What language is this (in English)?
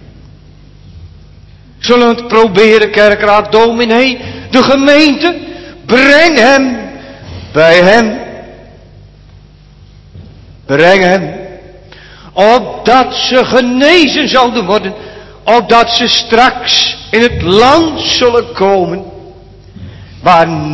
Dutch